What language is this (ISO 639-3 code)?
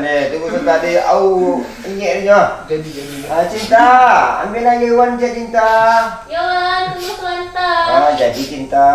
min